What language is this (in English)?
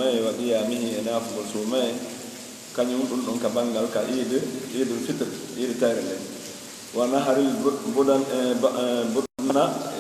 Pular